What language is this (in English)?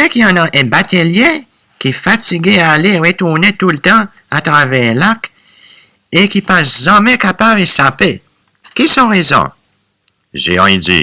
Seselwa Creole French